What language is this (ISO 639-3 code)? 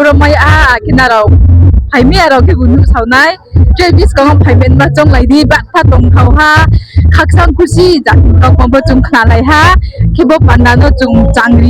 ria